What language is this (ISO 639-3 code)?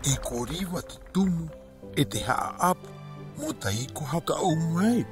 rap